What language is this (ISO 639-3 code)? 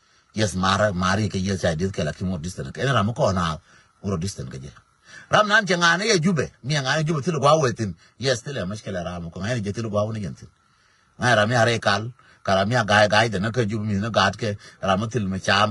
nus